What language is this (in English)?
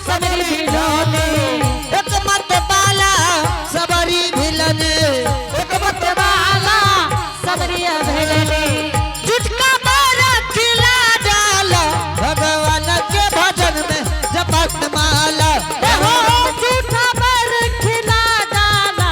Angika